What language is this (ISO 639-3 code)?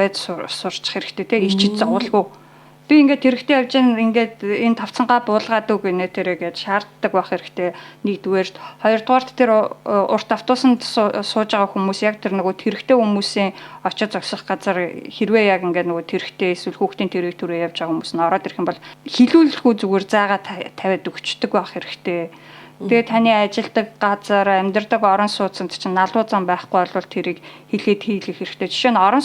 mon